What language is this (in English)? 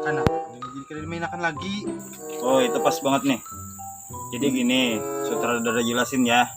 Banjar